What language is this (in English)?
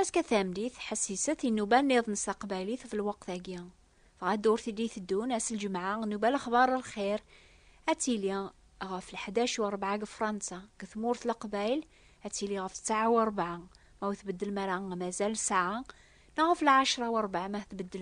Kabyle